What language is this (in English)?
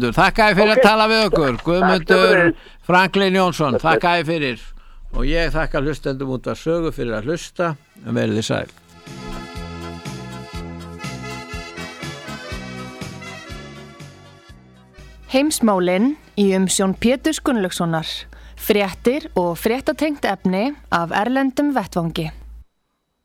Icelandic